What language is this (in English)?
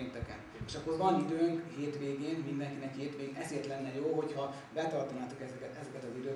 Hungarian